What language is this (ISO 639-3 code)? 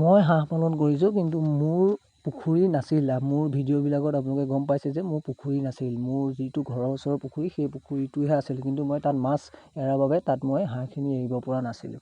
asm